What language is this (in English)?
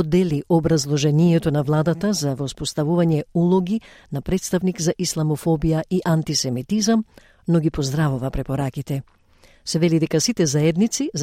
Macedonian